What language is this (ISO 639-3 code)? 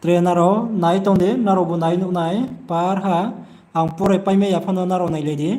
ria